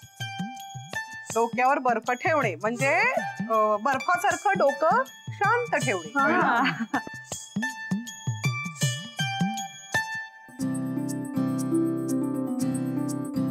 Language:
Marathi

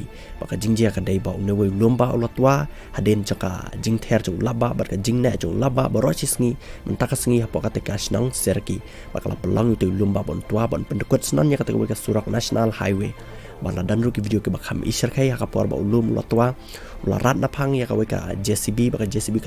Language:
Khasi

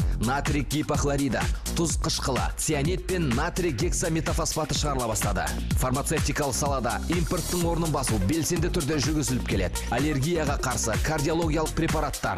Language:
Kazakh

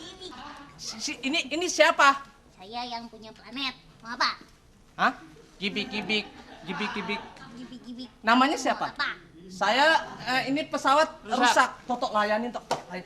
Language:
Betawi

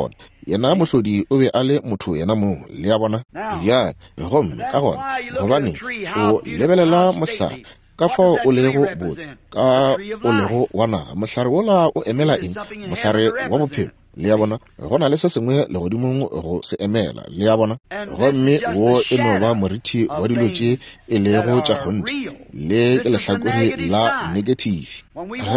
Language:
Northern Sotho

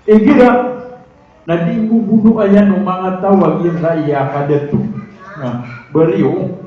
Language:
Maranao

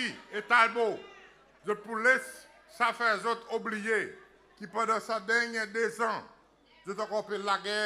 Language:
Seselwa Creole French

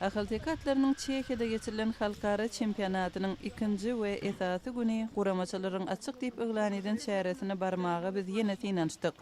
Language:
Turkmen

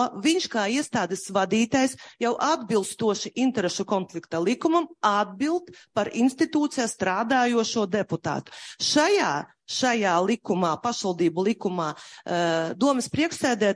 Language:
Latvian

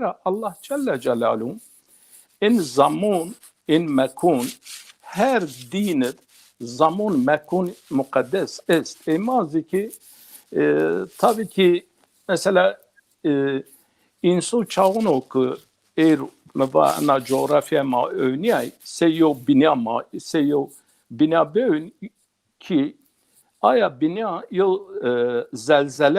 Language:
Zaza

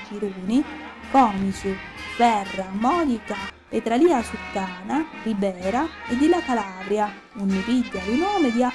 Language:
Sicilian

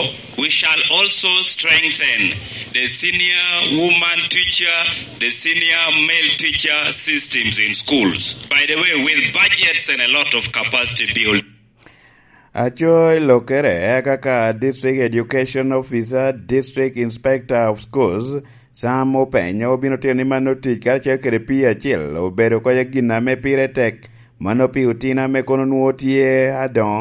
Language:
Lango (Uganda)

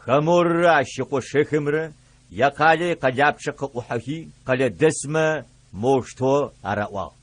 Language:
Adyghe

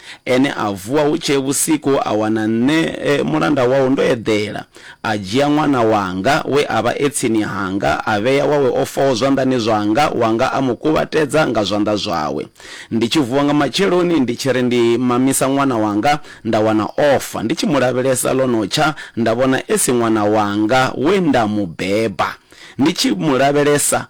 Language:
Venda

